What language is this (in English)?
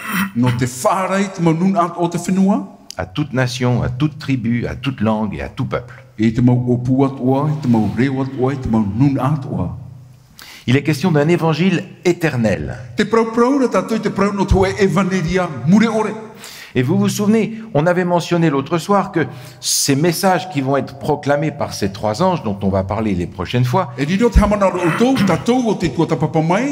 Tahitian